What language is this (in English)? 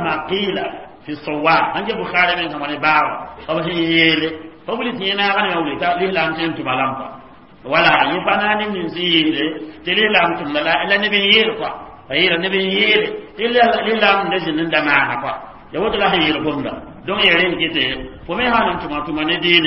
Mossi